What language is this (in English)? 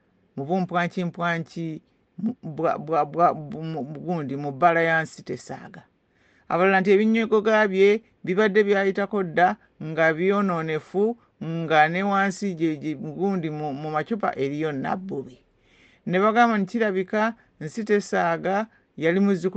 Ganda